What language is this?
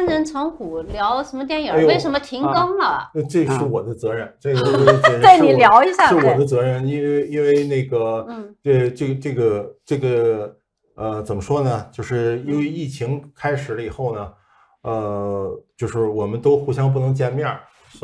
Chinese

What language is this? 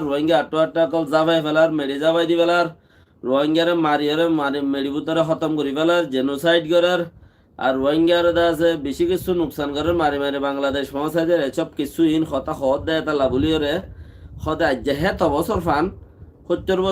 Rohingya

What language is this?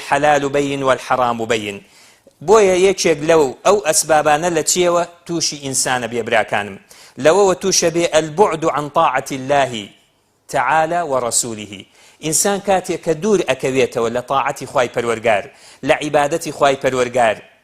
Central Kurdish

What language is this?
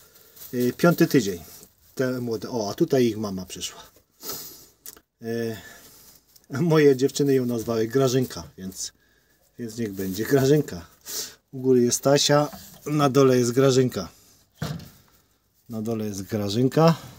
Polish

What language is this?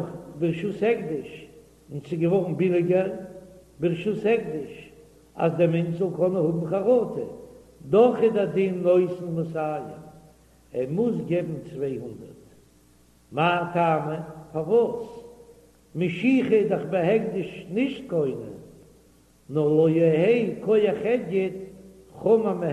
Yiddish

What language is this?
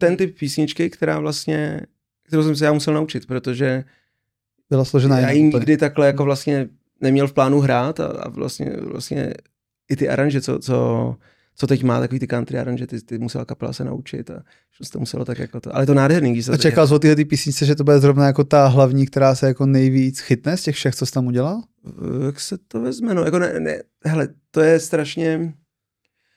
Czech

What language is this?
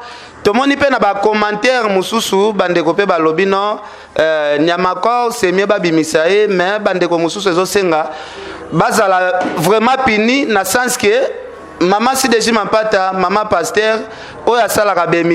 Lingala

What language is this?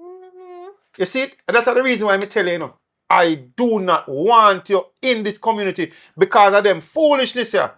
Jamaican Creole English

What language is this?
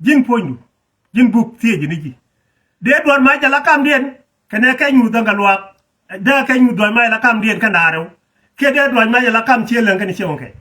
Nuer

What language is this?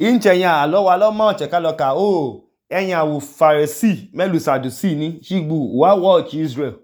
Idoma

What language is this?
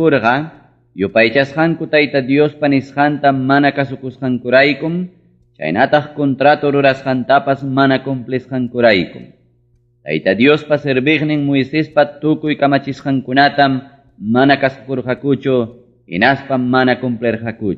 Ayacucho Quechua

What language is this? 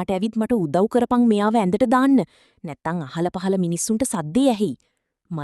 Sinhala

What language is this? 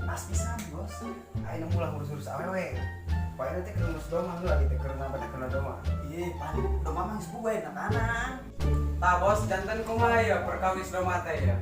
Sundanese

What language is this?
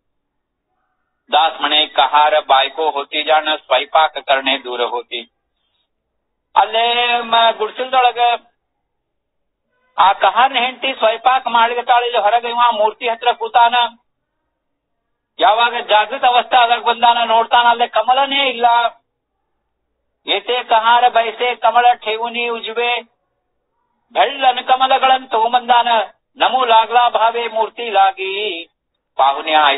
Kannada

